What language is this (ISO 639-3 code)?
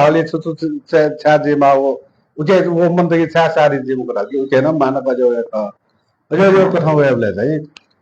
new